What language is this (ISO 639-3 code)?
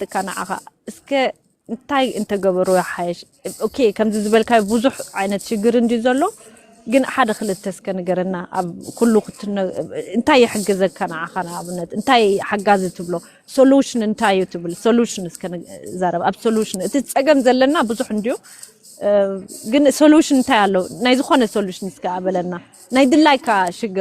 tir